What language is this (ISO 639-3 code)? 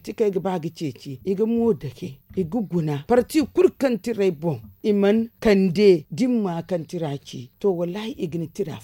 dje